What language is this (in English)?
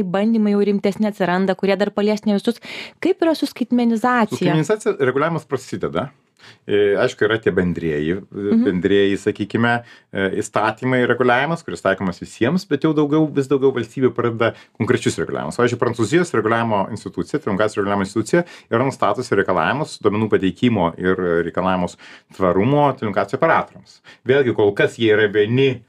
Lithuanian